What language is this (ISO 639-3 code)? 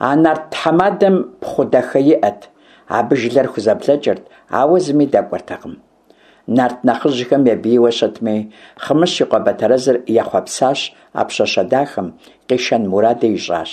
kbd